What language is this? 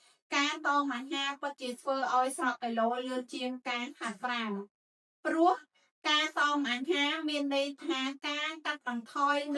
Khmer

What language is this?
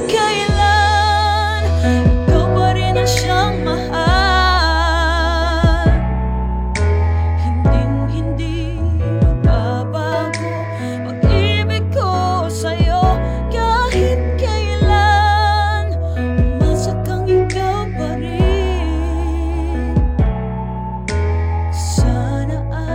Filipino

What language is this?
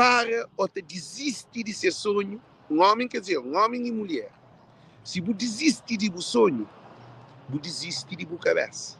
Kabuverdianu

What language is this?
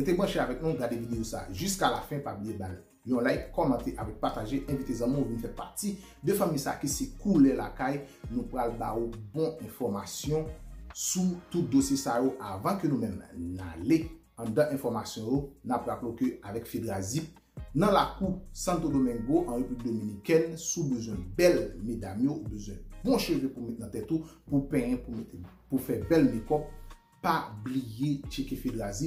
Haitian Creole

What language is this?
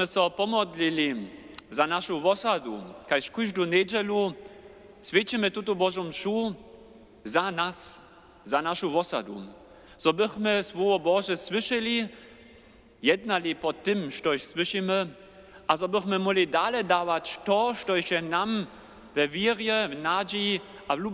Upper Sorbian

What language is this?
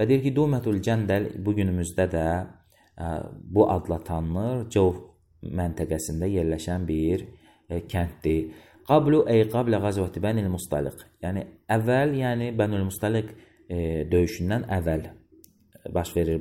Azerbaijani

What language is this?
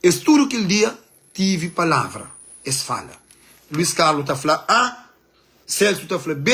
Kabuverdianu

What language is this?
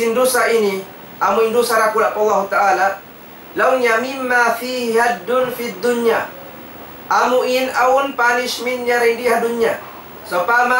Tausug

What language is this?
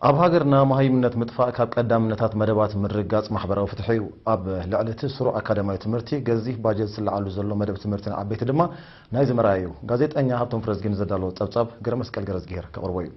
Tigrinya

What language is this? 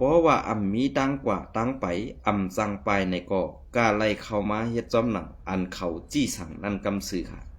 Shan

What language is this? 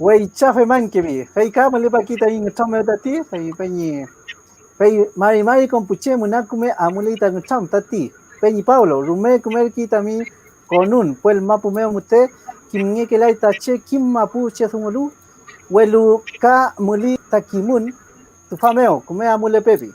Mapuche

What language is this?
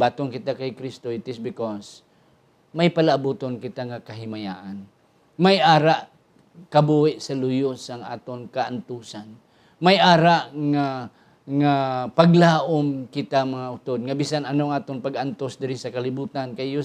Hiligaynon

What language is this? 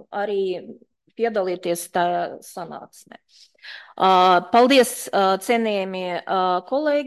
Latvian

